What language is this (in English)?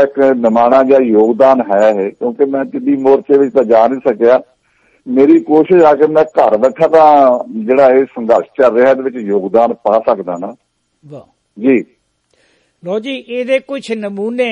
Punjabi